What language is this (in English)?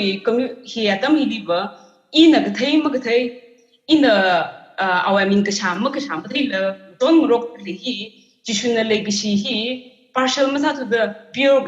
Tangkhul Naga (India)